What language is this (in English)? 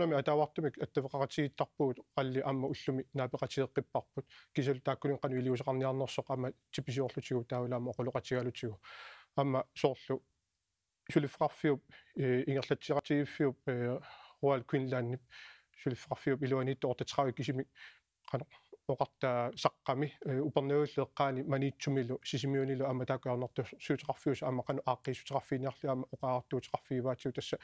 Kalaallisut